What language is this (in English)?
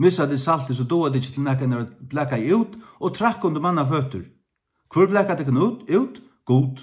Faroese